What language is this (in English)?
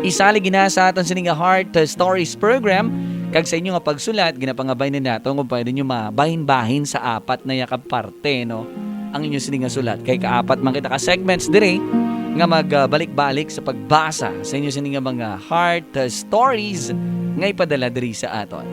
Hiligaynon